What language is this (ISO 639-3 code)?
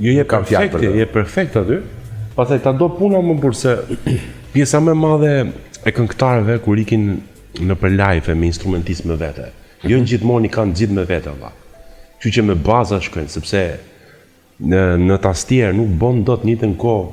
sqi